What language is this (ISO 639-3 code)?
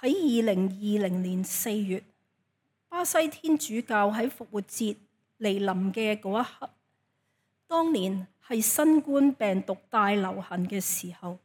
yue